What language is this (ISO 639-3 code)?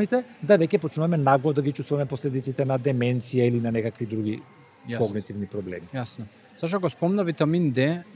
mkd